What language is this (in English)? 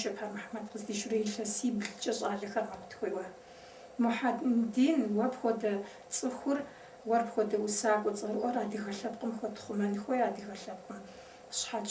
Kabardian